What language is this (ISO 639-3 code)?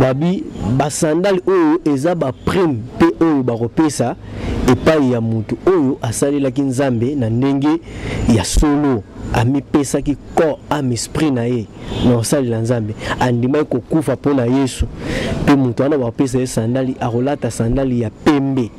lin